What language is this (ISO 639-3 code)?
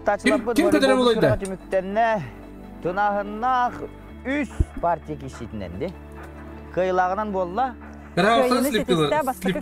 sah